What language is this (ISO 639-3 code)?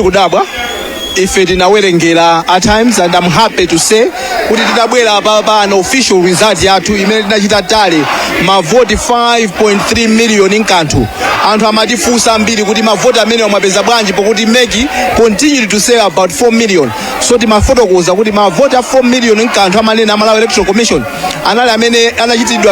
nya